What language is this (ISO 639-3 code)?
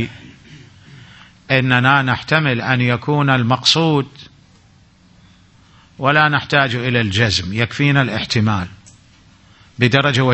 ara